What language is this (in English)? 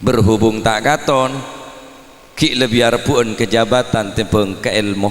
Madurese